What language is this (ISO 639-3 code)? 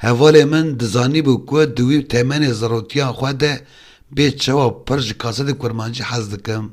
kur